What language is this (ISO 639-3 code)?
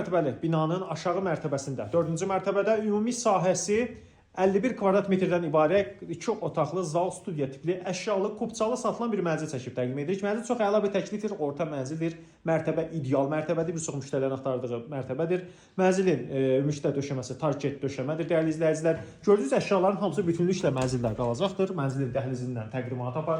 aze